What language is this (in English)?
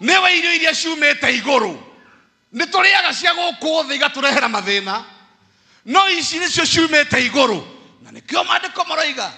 Kikuyu